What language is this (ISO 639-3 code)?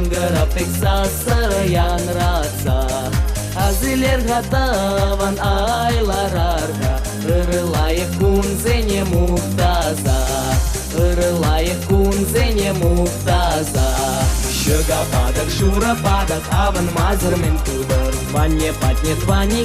chv